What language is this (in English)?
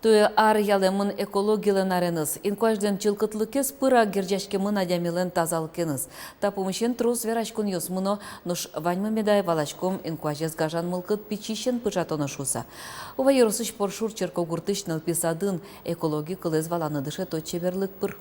Udmurt